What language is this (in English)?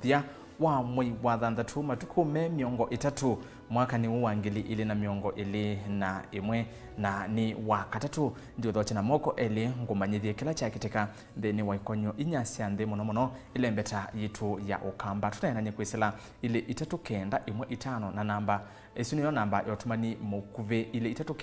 Kamba